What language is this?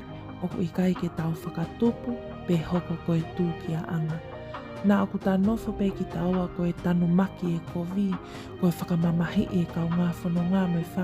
Tongan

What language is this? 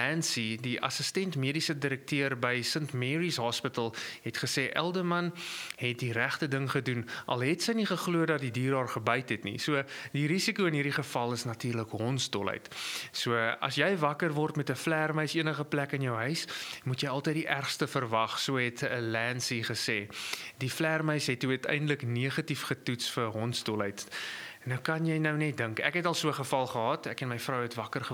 Afrikaans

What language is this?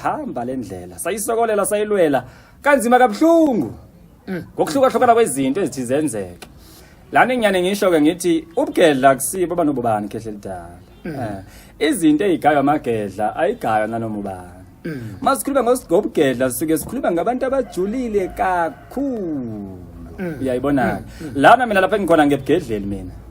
Zulu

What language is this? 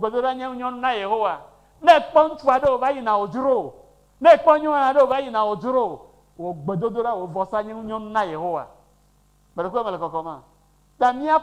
Ewe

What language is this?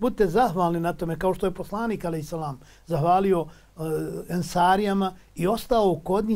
Bosnian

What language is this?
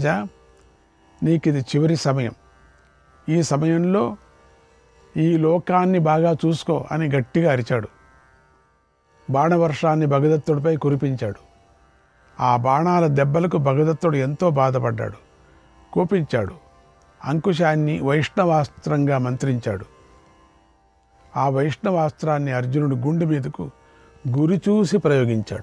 Telugu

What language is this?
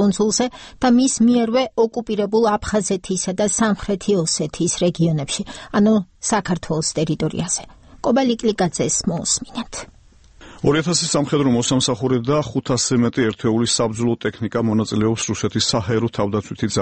Georgian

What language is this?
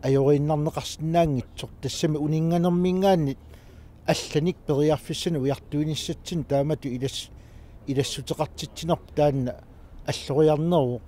Kalaallisut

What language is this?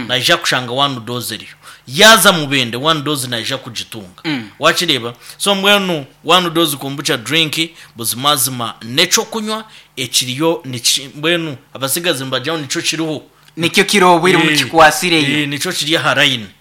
Nyankole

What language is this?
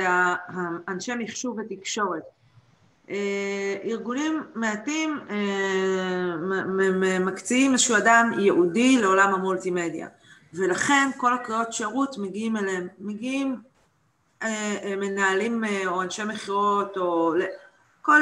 Hebrew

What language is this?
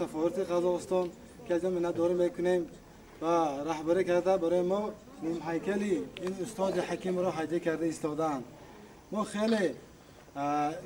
Tajik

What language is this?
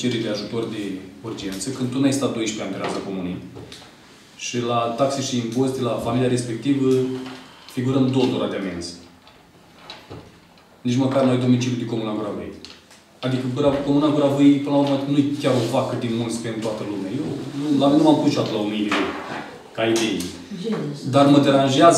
Romanian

